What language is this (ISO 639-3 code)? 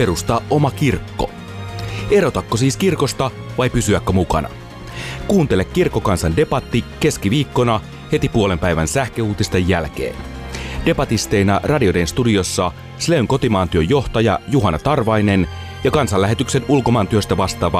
fin